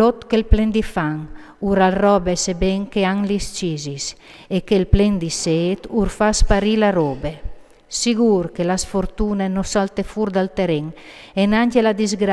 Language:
Friulian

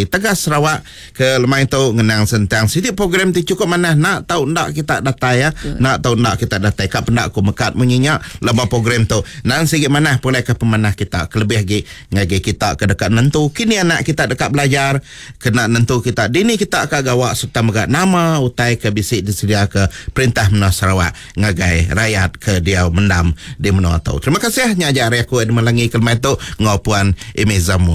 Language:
Iban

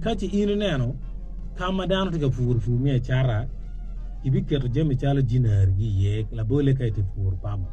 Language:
Acoli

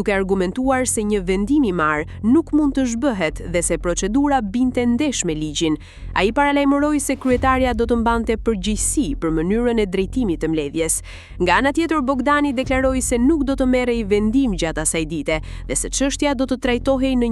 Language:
Albanian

